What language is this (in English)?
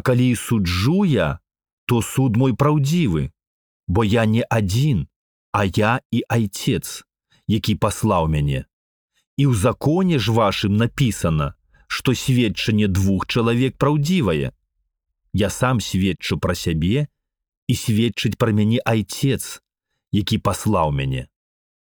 Belarusian